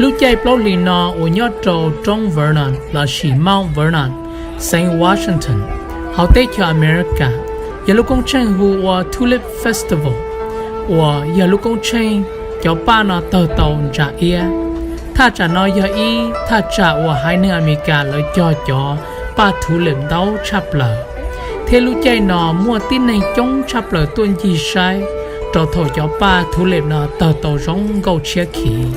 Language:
Hmong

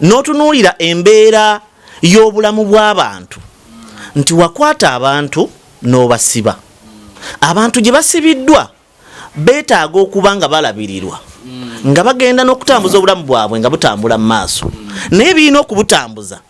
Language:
Ganda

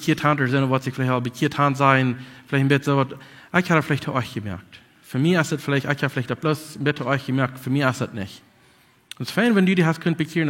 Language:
Plautdietsch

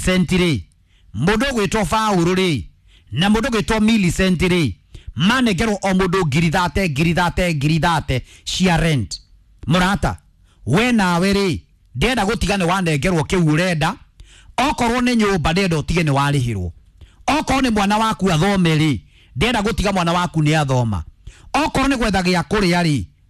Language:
Kikuyu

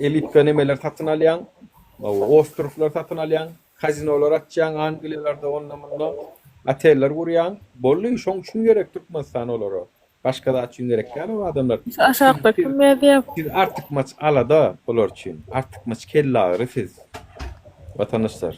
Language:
Turkmen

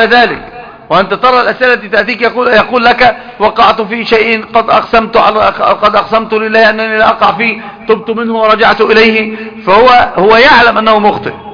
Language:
Arabic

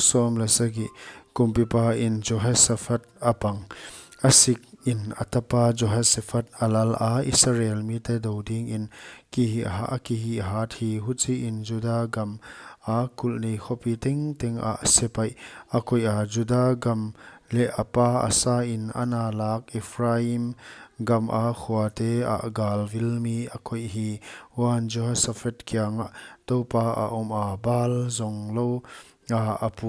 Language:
Paite Chin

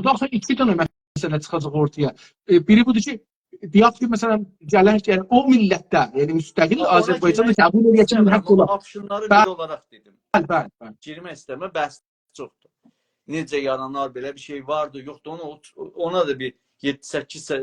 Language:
South Azerbaijani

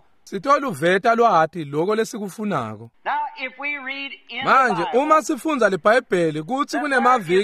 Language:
Swati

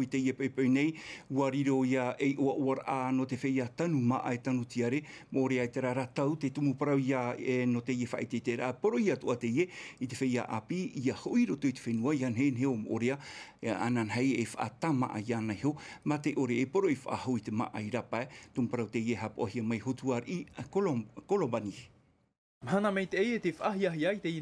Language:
Tahitian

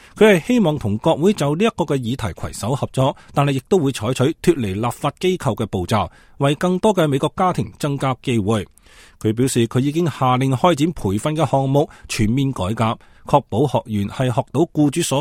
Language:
Cantonese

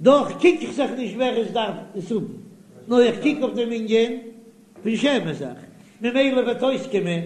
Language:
Yiddish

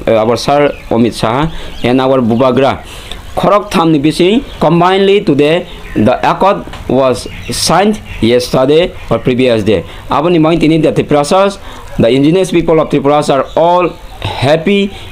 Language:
Kok Borok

